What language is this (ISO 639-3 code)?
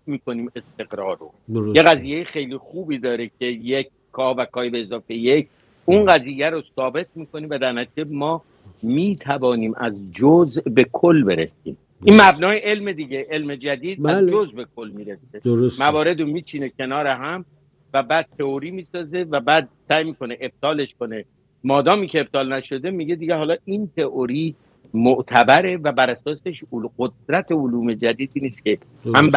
fas